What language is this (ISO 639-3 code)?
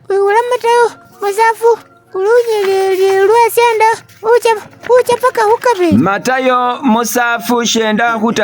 myx